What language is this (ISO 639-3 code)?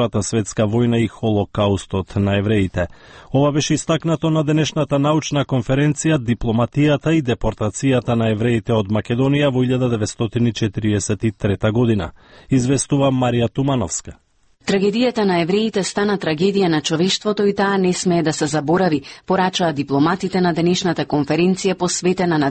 mkd